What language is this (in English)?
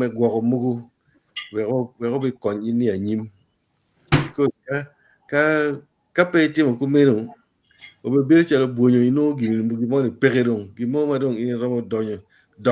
Acoli